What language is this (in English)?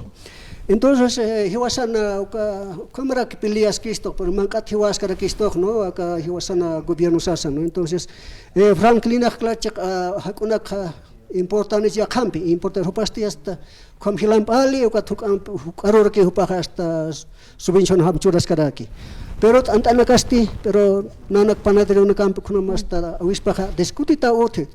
Aymara